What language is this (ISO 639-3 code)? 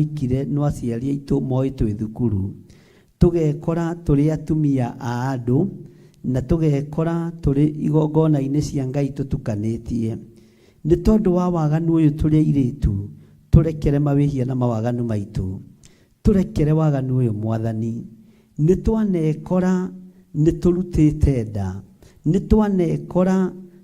kik